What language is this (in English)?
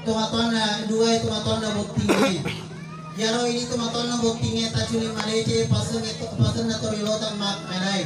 Buginese